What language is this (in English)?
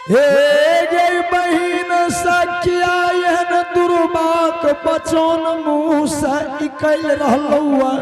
Angika